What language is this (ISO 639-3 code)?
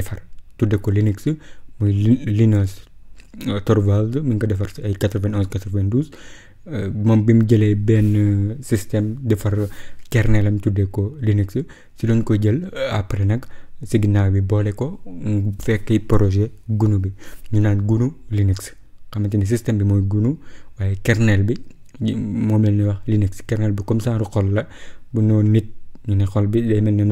wol